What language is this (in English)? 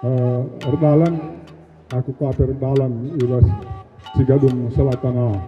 Batak Karo